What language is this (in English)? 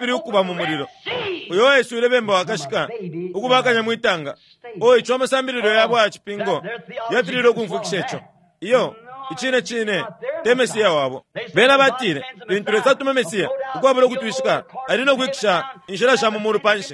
Bemba